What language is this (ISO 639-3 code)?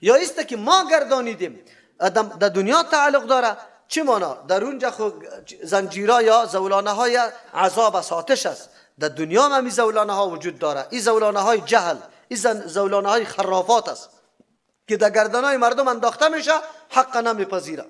fas